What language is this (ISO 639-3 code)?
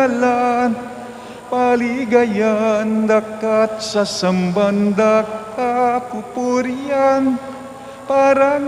pam